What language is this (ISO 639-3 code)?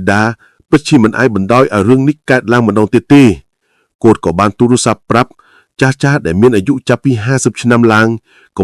khm